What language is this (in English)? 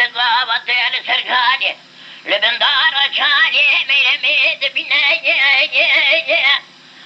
Kurdish